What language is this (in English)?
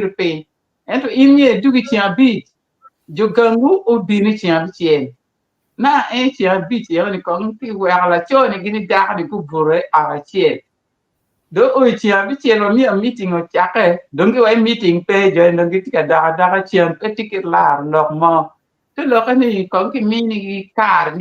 Acoli